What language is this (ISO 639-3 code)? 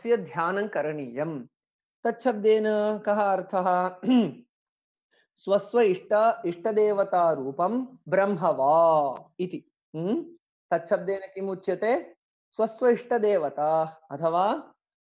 san